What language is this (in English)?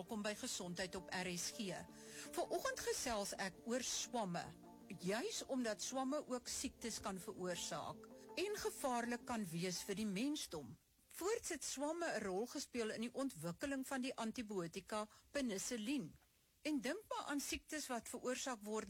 Afrikaans